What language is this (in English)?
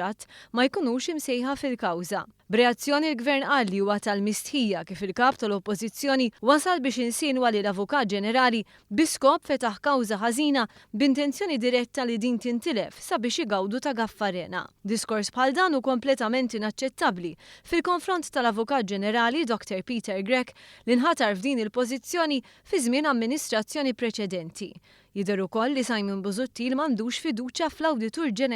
Maltese